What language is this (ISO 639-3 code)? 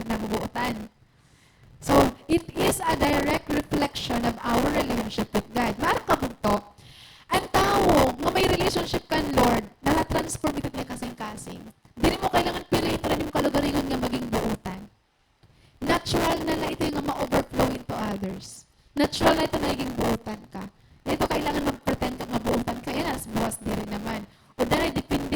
war